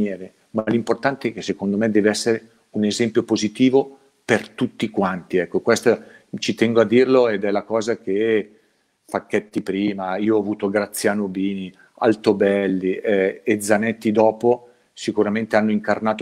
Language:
Italian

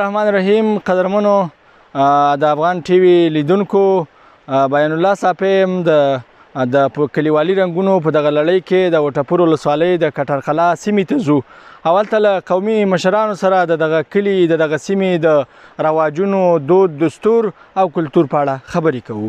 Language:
Pashto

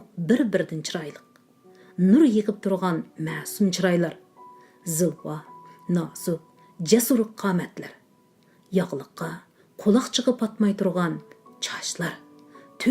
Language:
Uyghur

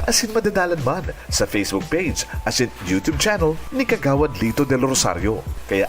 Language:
Bikol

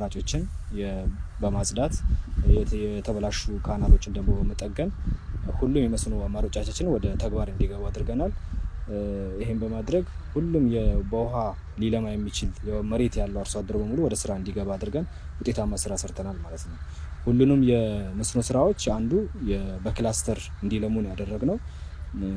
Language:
Amharic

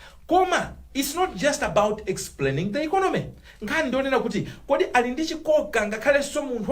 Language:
Nyanja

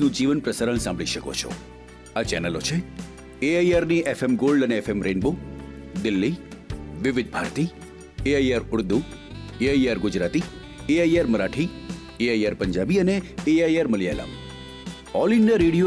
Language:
Gujarati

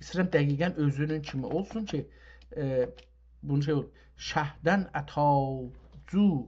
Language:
South Azerbaijani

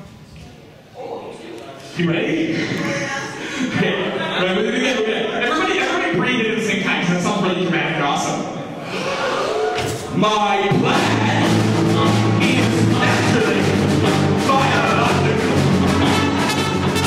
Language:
English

